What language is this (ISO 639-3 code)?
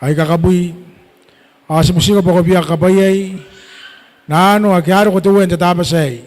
gil